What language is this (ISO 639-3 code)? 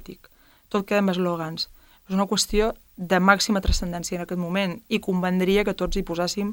cat